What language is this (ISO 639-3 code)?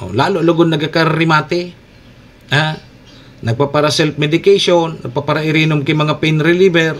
bik